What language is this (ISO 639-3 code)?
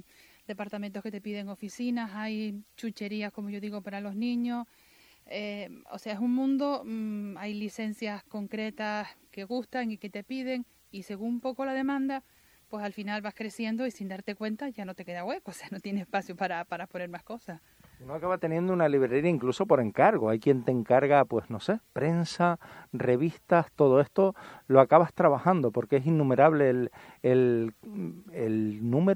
spa